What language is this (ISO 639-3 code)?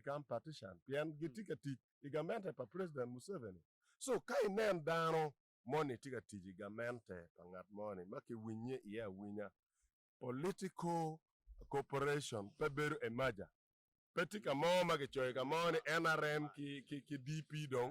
ach